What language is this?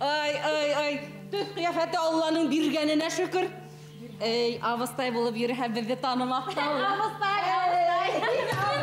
Bashkir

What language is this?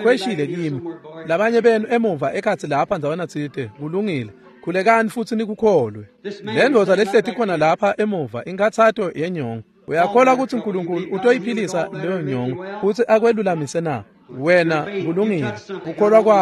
Swati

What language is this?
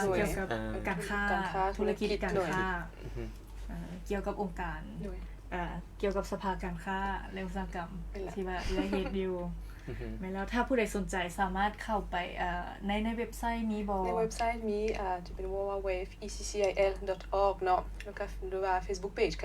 Lao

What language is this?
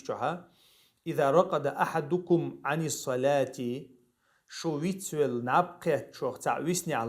Chechen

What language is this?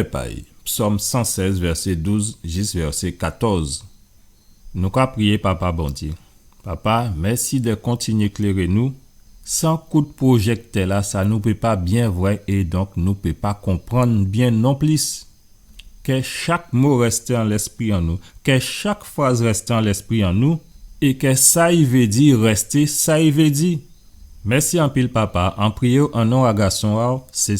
Guadeloupean Creole French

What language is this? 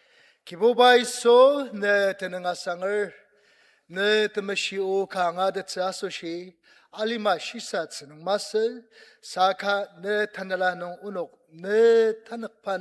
Ao Naga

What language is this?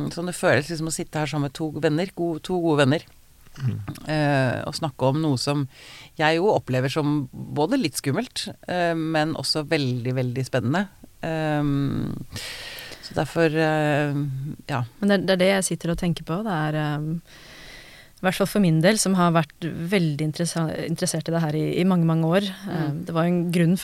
Norwegian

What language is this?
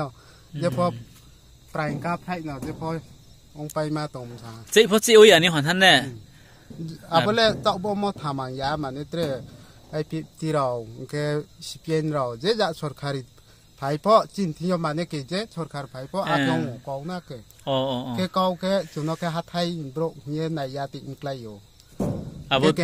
Riang (India)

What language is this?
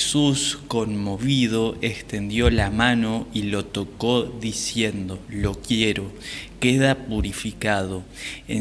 Spanish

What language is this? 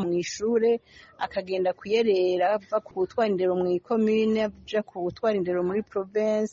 Rundi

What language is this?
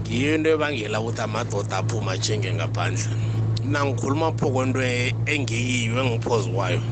South Ndebele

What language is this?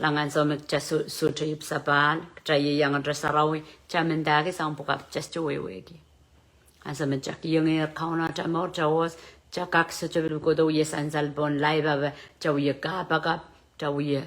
Pohnpeian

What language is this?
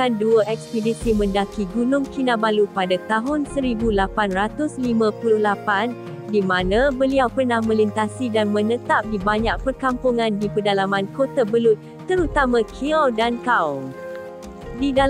Malay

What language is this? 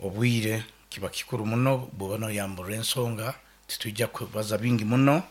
Nyoro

